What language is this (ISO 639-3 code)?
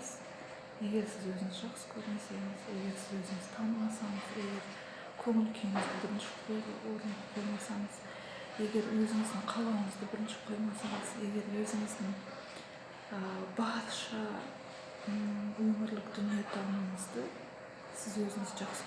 kaz